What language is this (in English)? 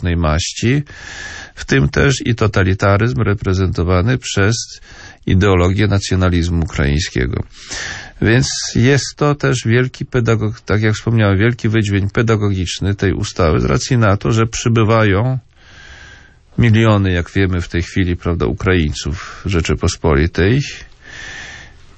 Polish